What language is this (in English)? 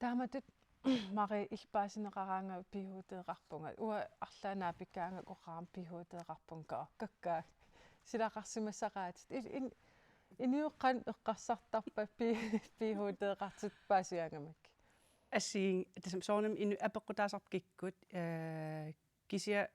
Kalaallisut